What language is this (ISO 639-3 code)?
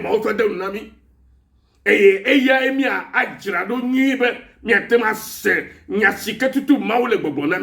ewe